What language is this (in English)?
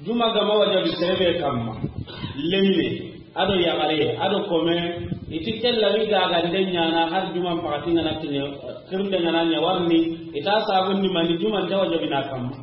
Soninke